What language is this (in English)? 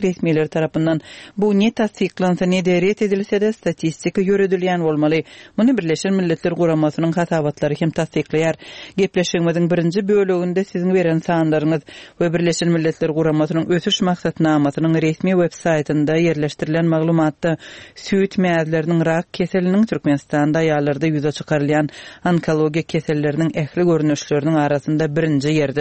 Turkmen